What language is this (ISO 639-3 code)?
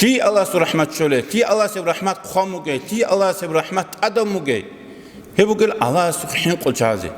ava